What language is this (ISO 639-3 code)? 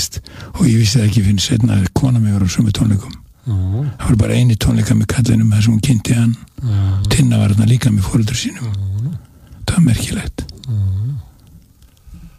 isl